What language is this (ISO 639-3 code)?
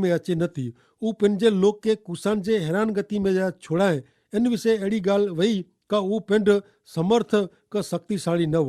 kfr